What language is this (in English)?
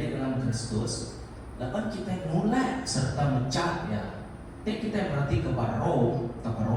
Iban